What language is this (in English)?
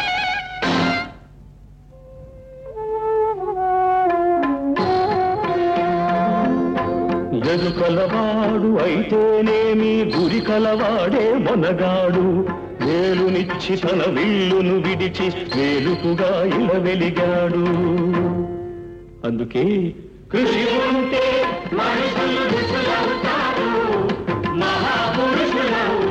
Telugu